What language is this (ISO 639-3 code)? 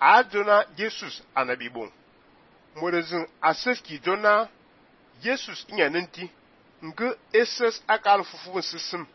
fan